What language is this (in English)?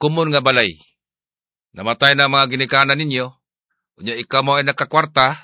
Cebuano